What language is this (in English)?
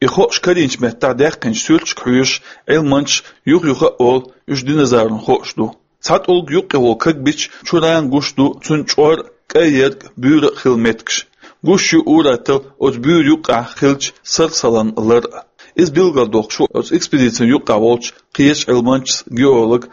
Chechen